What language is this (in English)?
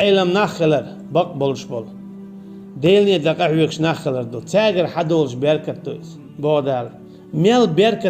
Chechen